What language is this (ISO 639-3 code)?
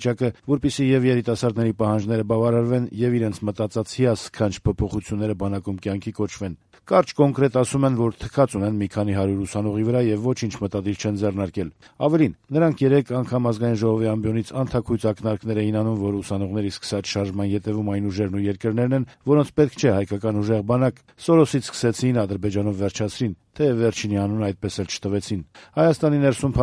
hye